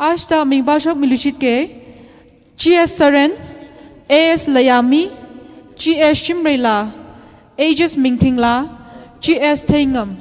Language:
Tangkhul Naga (India)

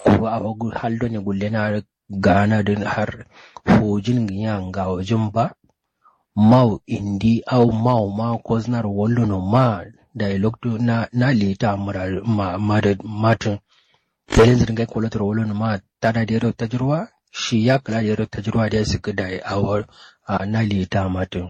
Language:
Kanuri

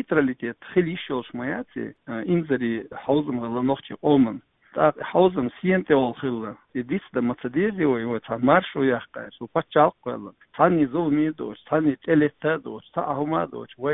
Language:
Chechen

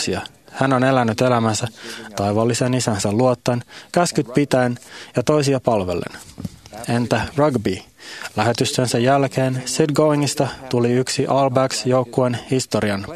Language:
Finnish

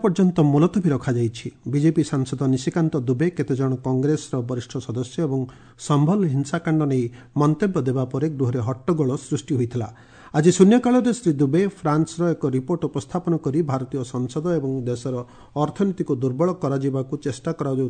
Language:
Odia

